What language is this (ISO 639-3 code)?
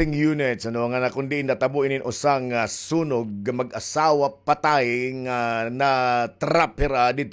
war